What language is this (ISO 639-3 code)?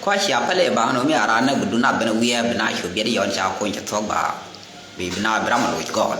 nus